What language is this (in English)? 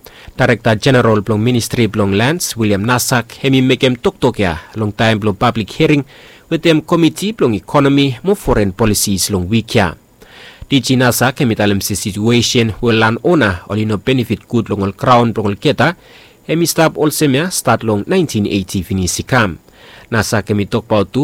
Bislama